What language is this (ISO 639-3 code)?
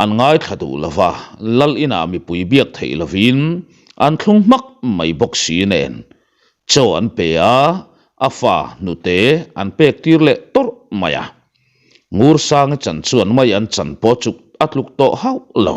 lus